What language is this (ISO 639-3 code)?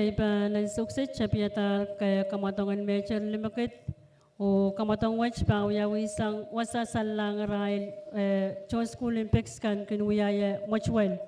pon